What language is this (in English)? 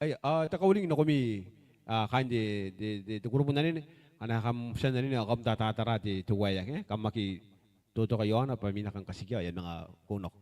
Gilbertese